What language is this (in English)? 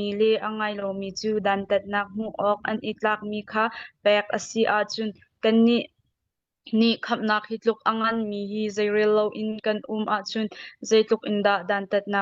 Hakha Chin